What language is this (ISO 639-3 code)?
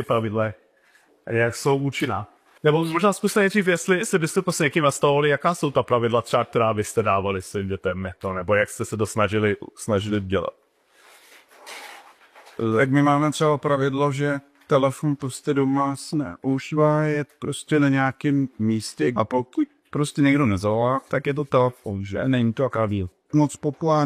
ces